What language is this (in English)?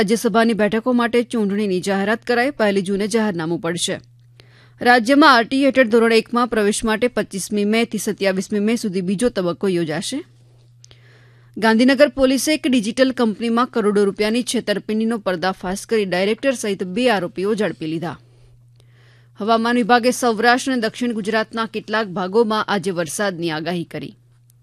Gujarati